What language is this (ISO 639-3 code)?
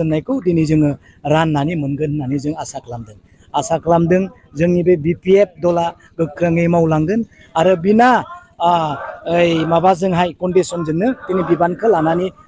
brx